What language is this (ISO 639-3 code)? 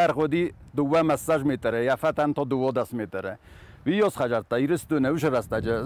oss